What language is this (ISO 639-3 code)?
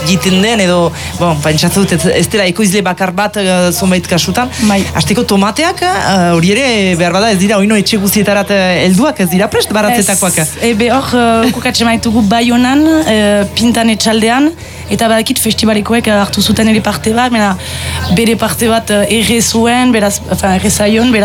eus